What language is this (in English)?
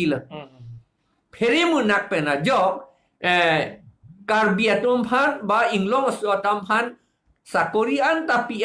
Karbi